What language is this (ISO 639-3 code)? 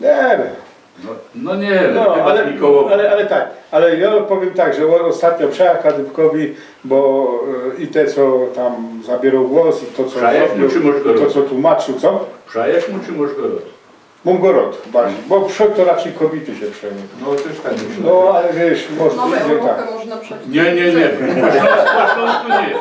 szl